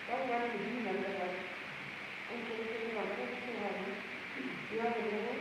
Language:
Northern Sotho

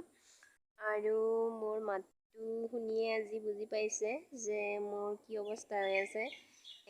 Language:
Assamese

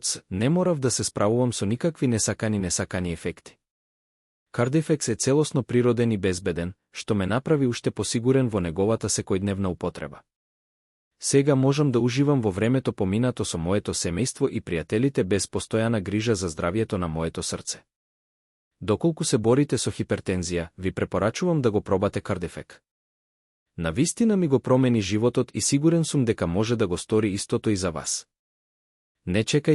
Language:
Macedonian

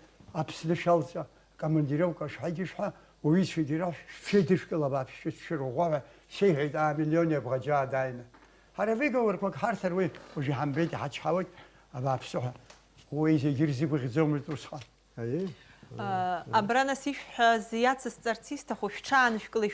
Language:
Abkhazian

